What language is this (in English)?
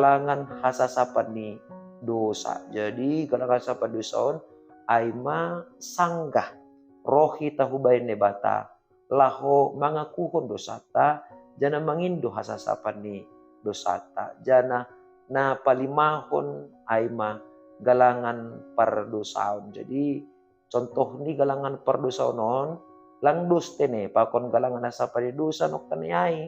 Batak Simalungun